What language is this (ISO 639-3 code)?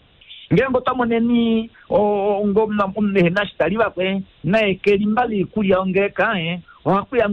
kua